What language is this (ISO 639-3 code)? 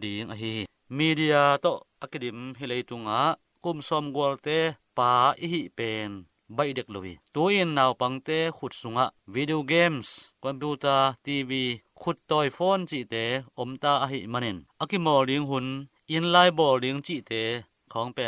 ctd